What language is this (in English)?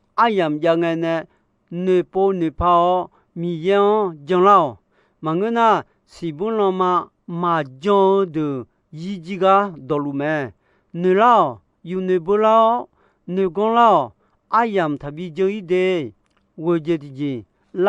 Akha